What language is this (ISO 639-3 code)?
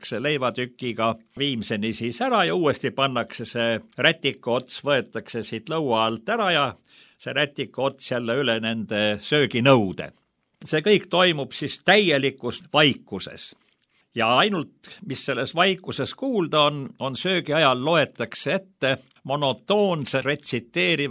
est